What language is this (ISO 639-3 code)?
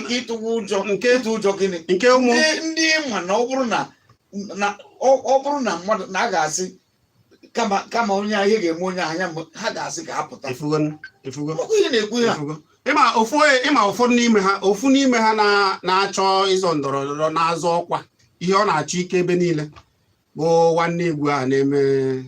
ibo